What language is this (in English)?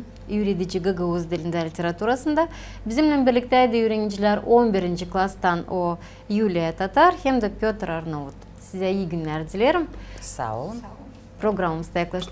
Gagauz